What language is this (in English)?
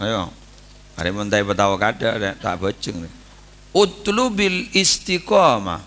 Madurese